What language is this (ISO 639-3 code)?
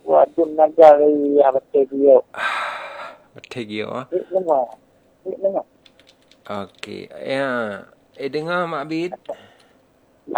msa